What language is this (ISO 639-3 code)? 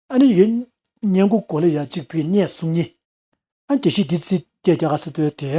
bod